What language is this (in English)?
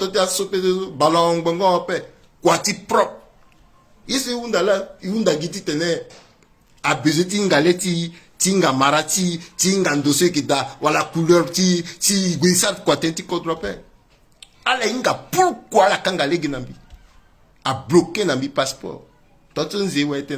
Sango